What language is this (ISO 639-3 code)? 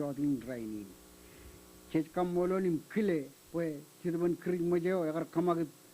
mah